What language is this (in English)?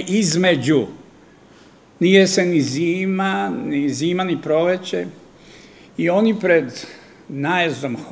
Serbian